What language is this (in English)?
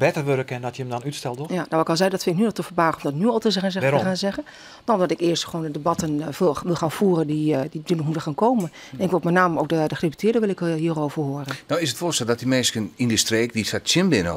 Western Frisian